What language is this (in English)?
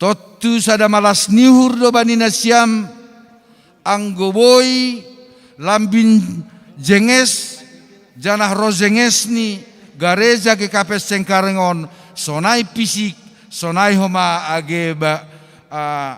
Batak Simalungun